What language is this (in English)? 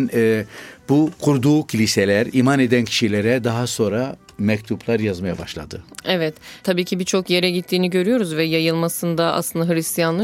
Turkish